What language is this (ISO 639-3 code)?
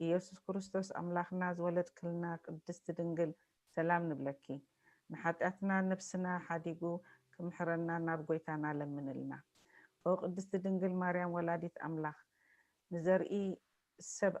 tir